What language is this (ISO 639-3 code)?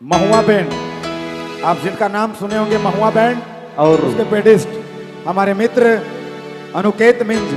sck